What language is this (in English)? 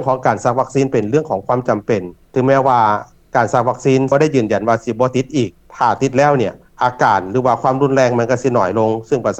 Lao